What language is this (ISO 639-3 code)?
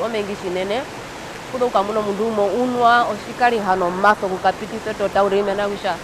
her